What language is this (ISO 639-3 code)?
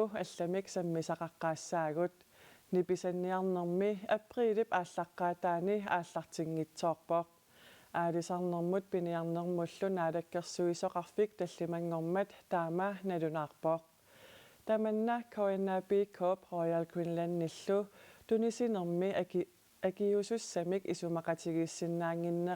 kal